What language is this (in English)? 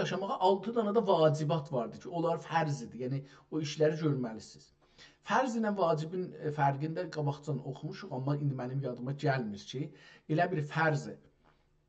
South Azerbaijani